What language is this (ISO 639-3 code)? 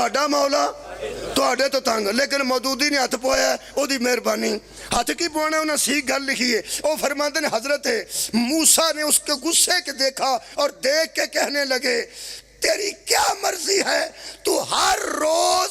phr